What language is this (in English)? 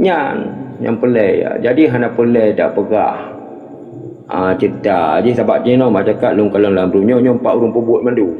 Achinese